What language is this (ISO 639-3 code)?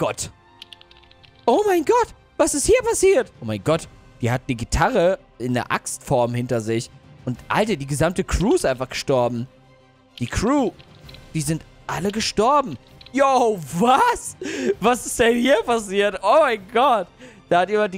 deu